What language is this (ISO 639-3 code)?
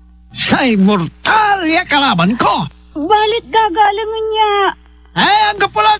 pag